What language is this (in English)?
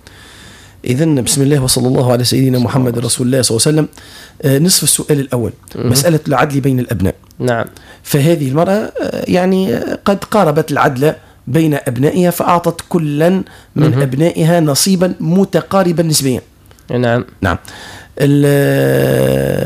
Arabic